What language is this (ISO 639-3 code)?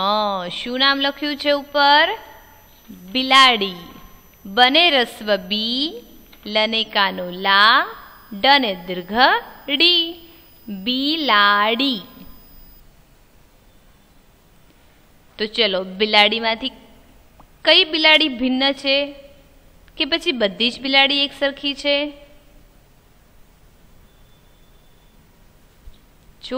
guj